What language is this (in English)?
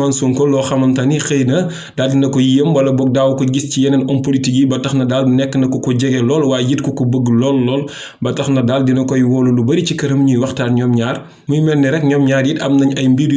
Wolof